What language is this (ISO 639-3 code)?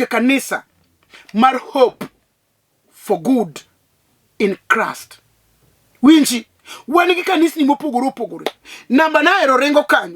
luo